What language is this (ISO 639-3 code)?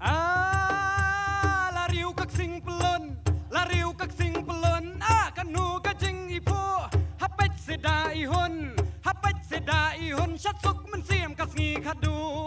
kha